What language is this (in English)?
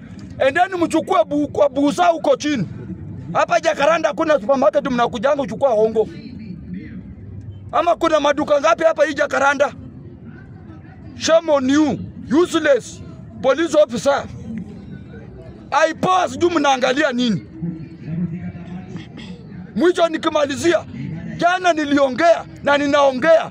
Swahili